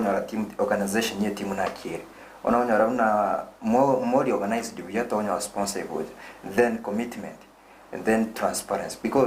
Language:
Gusii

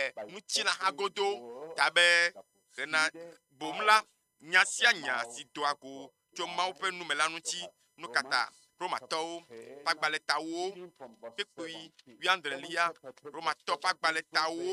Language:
Ewe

